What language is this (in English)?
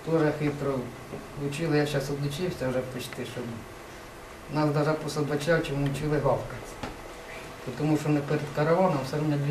Ukrainian